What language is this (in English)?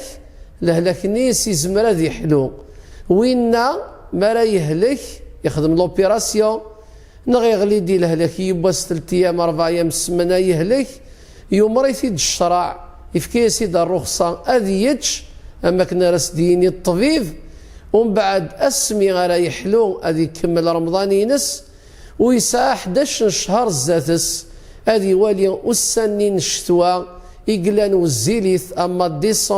Kabyle